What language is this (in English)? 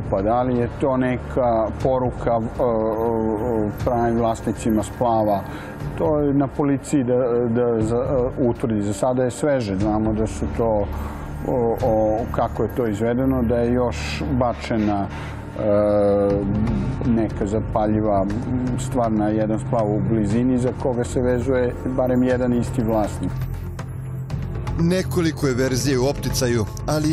Serbian